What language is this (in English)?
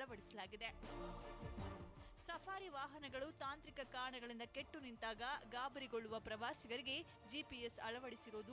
Kannada